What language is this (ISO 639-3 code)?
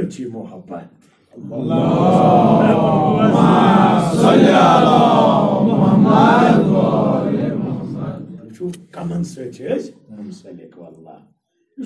kas